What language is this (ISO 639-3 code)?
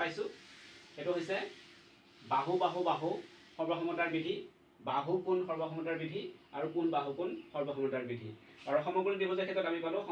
asm